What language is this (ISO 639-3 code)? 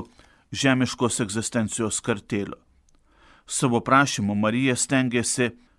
lit